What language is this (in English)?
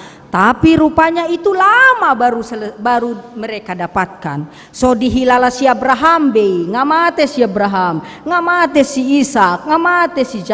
Batak Toba